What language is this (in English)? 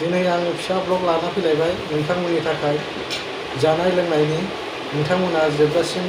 Bodo